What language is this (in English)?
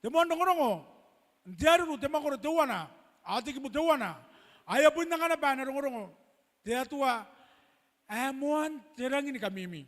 Gilbertese